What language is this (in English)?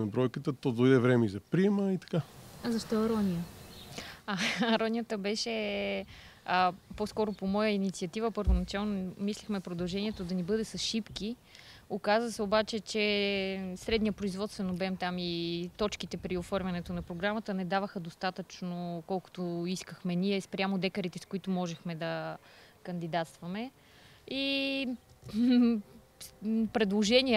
Bulgarian